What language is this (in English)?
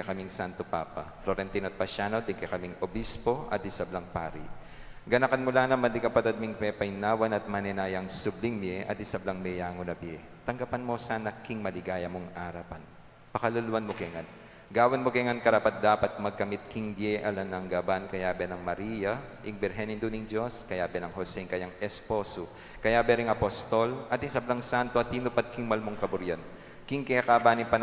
Pampanga